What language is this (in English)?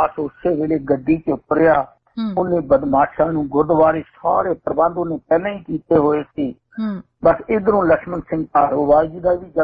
Punjabi